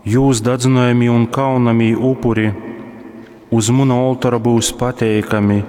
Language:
Latgalian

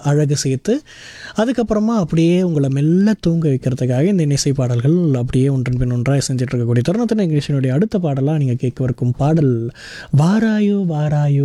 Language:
Tamil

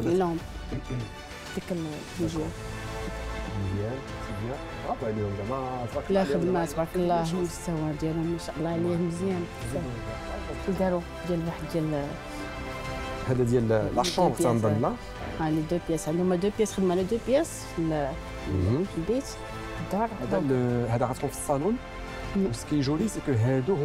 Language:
Moroccan Arabic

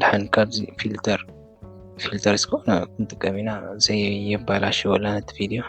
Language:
Tigrinya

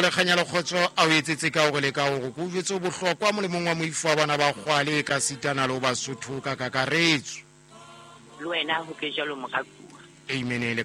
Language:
Southern Sotho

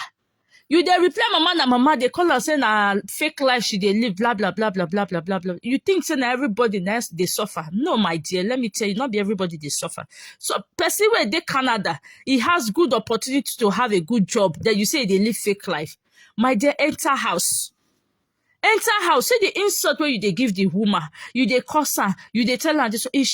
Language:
Nigerian Pidgin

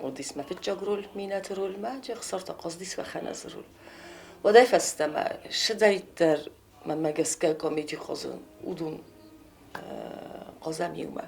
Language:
Ossetic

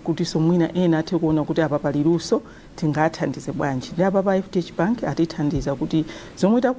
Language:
Nyanja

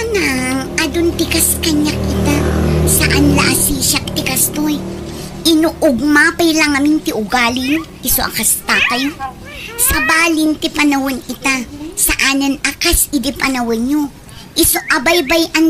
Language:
Iloko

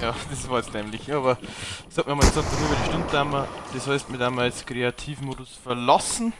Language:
Bavarian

